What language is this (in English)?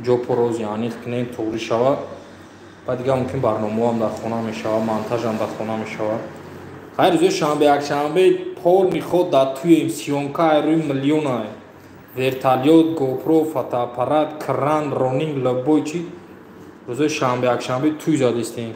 Tajik